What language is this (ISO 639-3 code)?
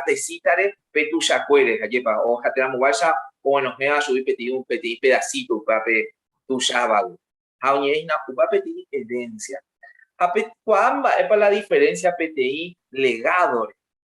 grn